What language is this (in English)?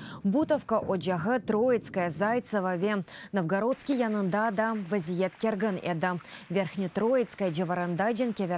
Crimean Tatar